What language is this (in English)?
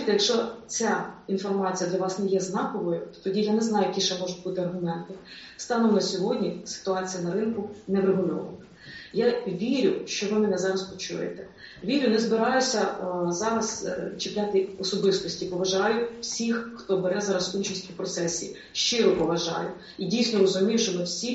Ukrainian